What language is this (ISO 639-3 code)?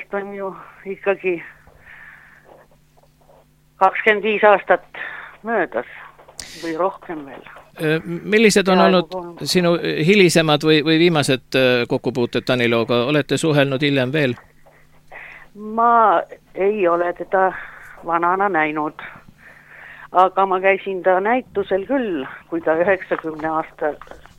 est